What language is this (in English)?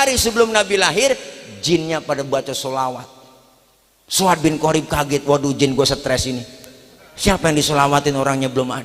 Betawi